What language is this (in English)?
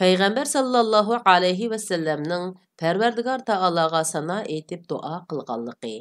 Uyghur